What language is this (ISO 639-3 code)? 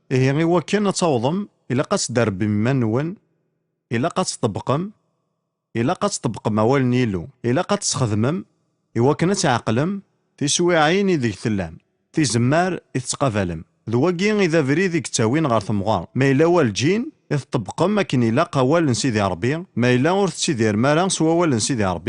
kab